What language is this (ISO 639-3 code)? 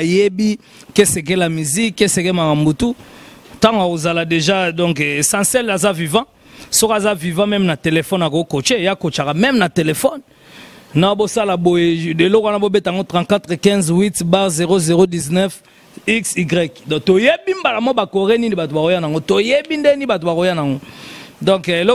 lin